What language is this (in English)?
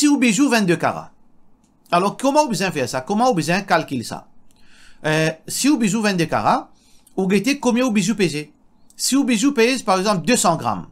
Morisyen